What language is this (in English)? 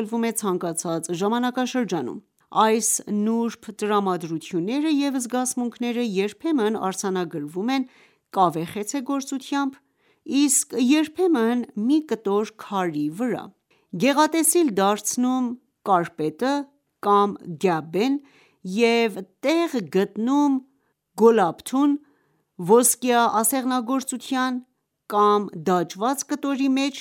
Armenian